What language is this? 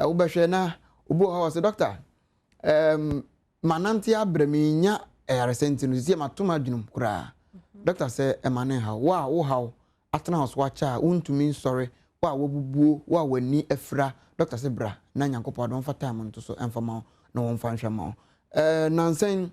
Akan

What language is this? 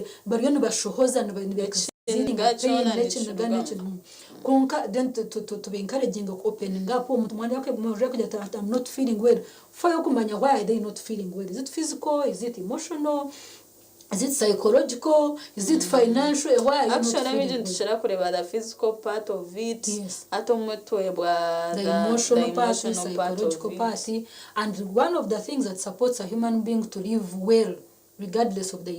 Nyankole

